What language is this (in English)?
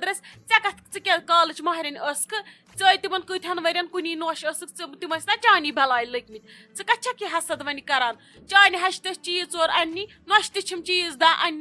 Kashmiri